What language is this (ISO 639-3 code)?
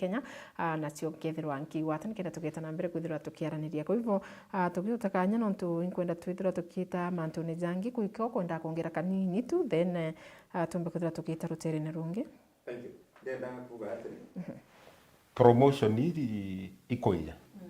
mer